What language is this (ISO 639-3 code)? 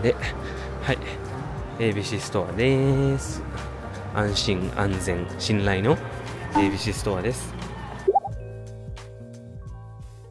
jpn